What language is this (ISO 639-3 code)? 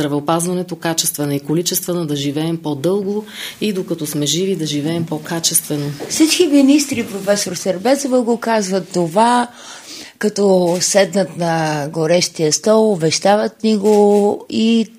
bul